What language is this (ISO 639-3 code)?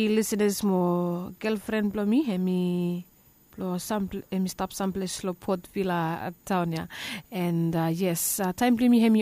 bis